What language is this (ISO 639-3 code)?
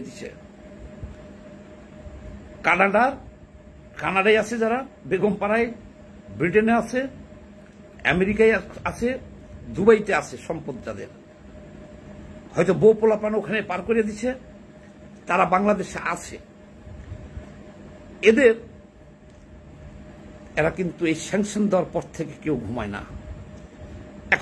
ben